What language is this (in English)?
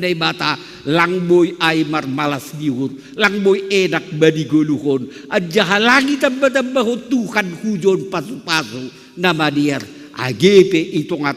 Batak Simalungun